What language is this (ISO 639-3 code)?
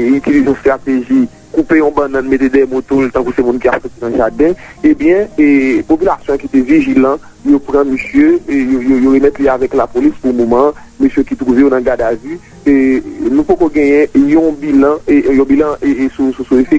hat